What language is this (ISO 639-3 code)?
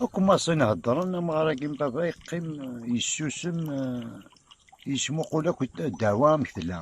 kab